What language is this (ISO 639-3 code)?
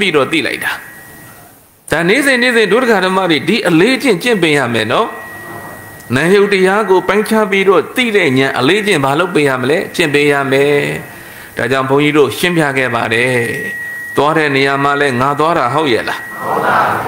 mya